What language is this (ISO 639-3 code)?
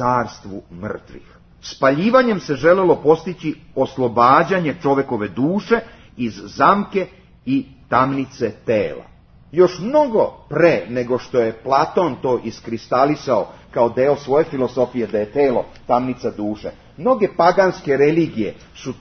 srp